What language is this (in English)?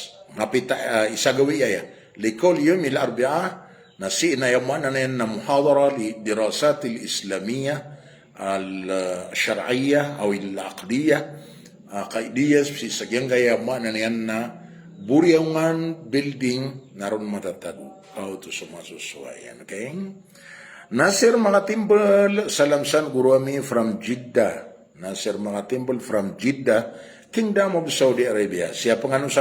Maranao